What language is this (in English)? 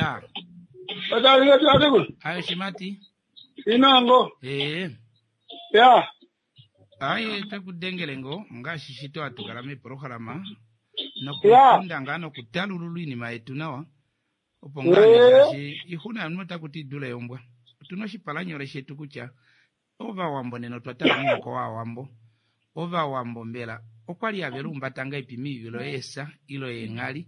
Kuanyama